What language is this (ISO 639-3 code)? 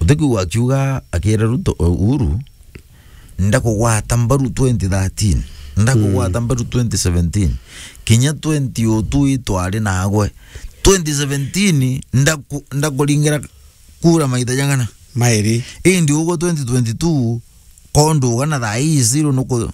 mer